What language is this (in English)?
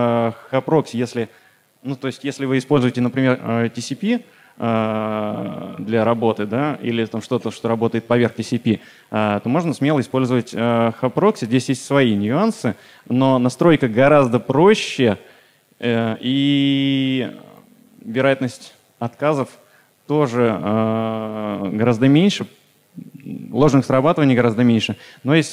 Russian